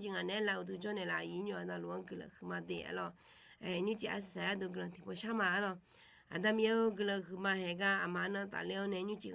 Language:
Akha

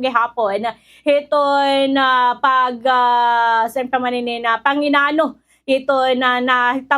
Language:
Waray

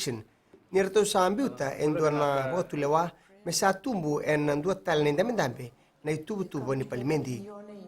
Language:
Fijian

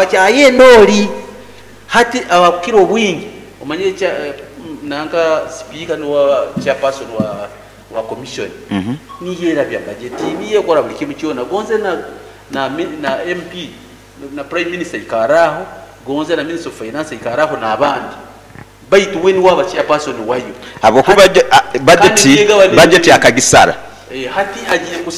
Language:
Nyoro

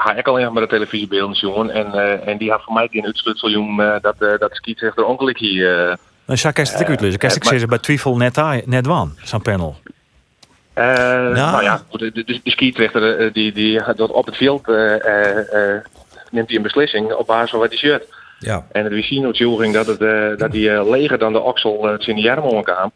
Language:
Western Frisian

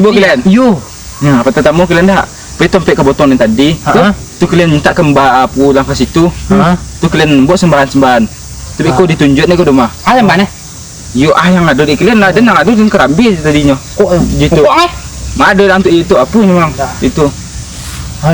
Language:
Minangkabau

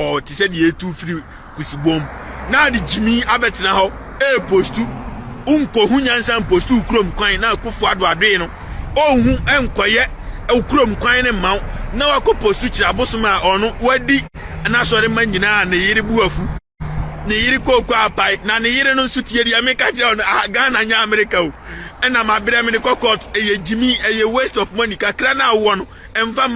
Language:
Akan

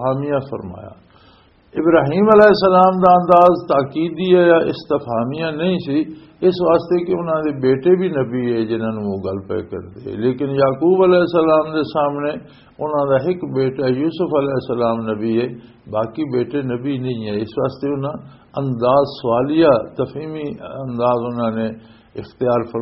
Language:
Western Panjabi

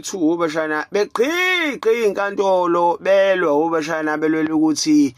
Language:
Zulu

